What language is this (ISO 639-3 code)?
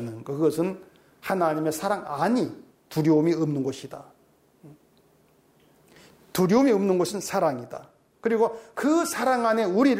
kor